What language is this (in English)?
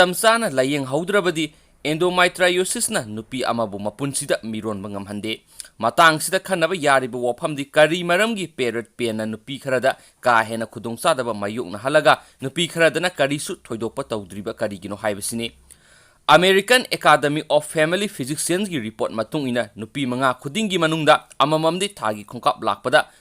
Manipuri